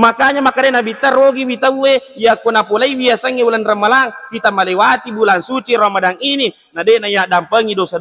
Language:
Buginese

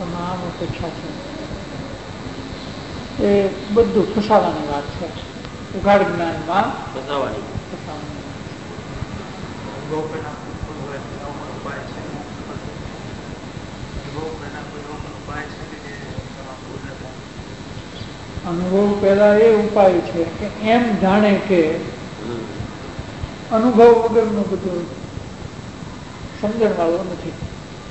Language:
Gujarati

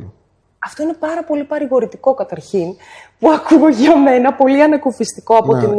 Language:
Greek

